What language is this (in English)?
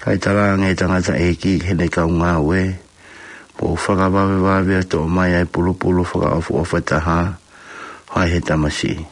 Tongan